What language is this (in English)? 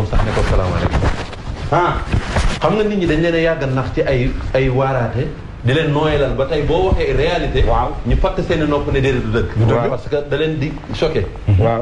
Wolof